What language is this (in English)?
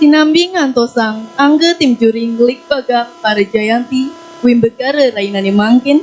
Balinese